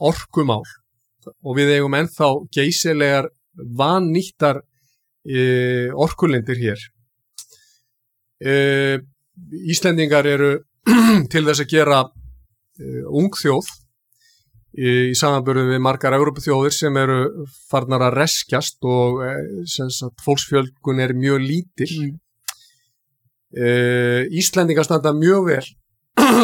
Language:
Icelandic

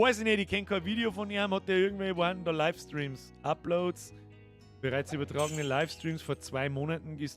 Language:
Bavarian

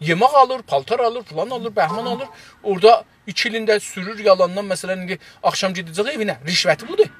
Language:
South Azerbaijani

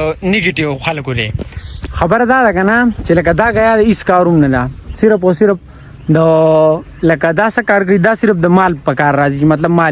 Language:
Pashto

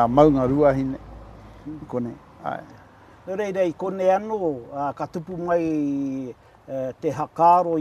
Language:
Māori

